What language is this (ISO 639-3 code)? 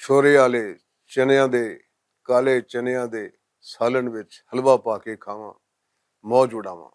lah